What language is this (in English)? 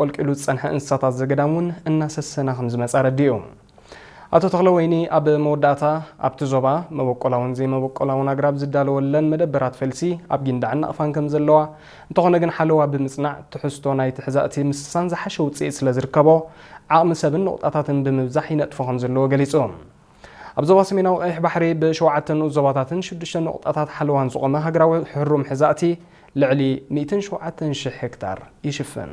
Tigrinya